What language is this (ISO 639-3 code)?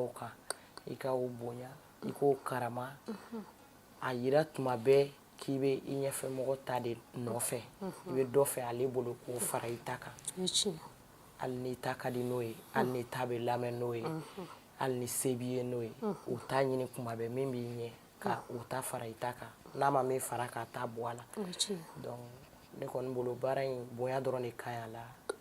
bam